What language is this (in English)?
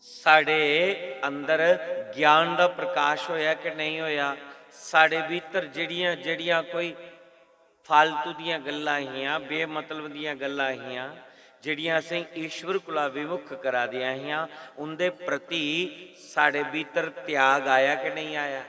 Dogri